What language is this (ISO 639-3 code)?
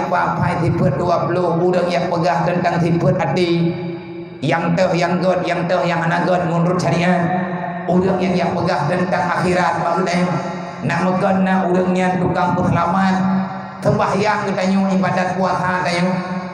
ace